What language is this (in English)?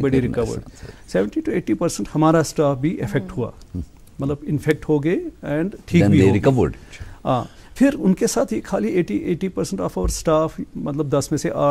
Kashmiri